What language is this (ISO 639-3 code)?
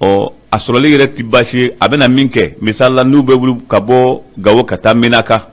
bam